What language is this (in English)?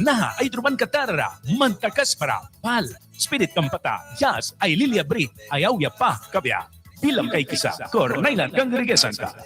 Mískito